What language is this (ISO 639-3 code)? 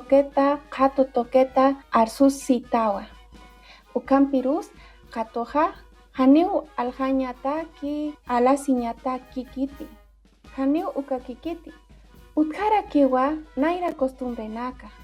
aym